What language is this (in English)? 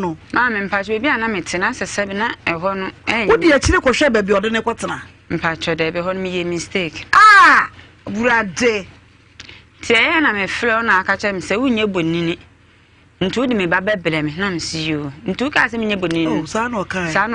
Akan